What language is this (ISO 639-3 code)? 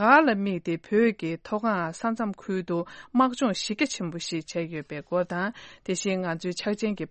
bod